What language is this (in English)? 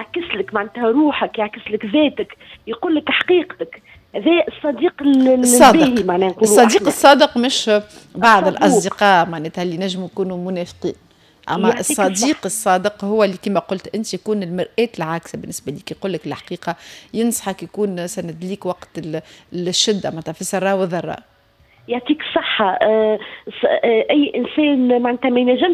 Tunisian Arabic